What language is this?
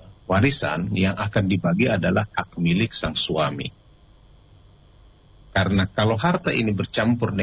Indonesian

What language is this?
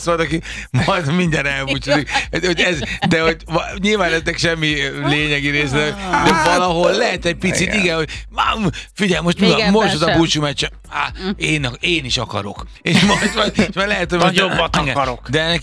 Hungarian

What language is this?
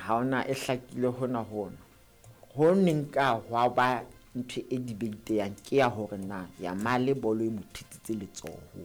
Southern Sotho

